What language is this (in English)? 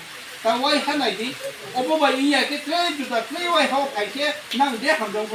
Kok Borok